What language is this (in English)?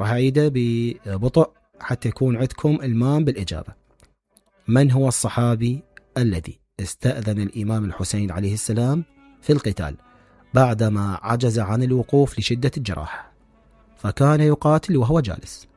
Mesopotamian Arabic